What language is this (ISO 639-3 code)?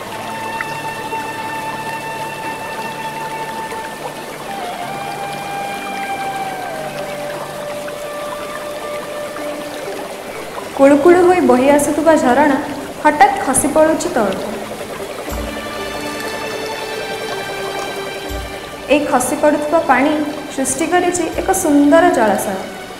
ori